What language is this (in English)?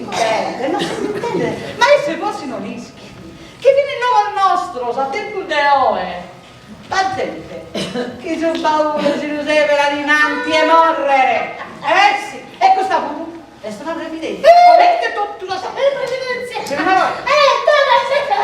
Sardinian